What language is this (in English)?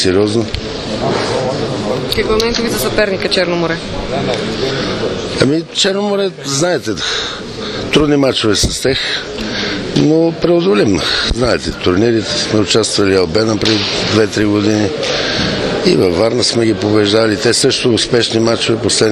Bulgarian